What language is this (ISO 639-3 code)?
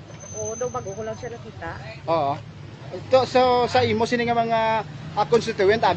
hil